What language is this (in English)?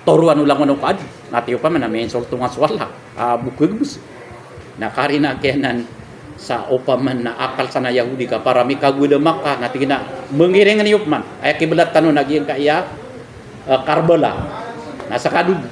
Maranao